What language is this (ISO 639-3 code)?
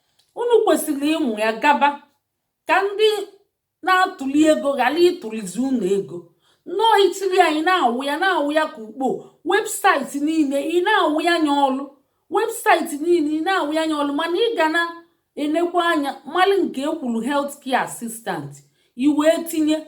ibo